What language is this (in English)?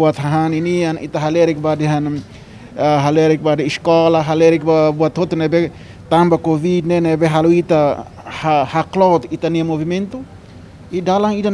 Tetum